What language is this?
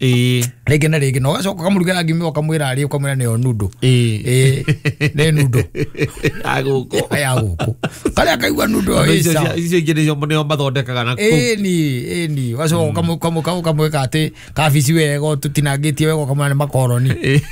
Kikuyu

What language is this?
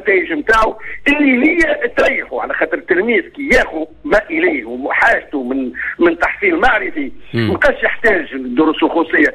Tunisian Arabic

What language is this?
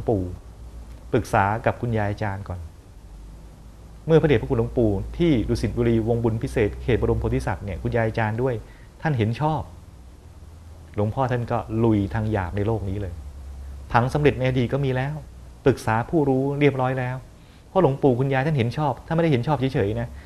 Thai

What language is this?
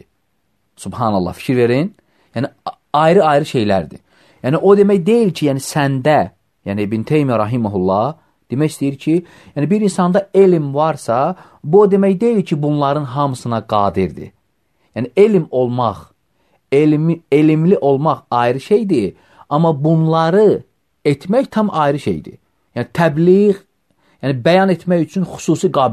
Azerbaijani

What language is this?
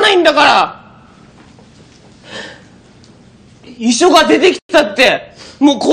Japanese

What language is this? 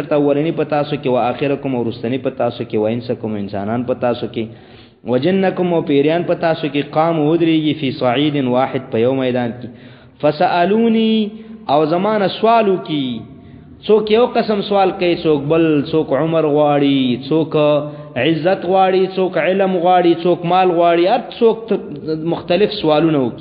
Pashto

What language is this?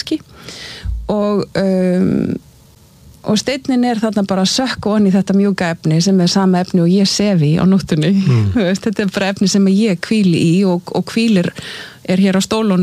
Icelandic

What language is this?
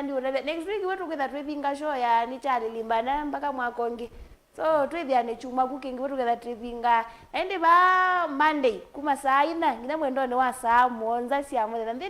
Kamba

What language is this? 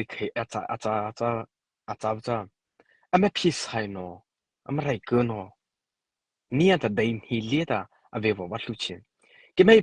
Mara Chin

